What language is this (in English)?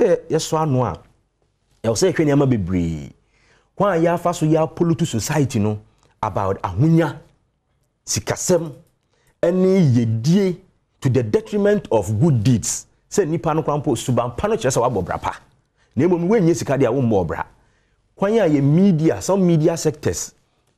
Akan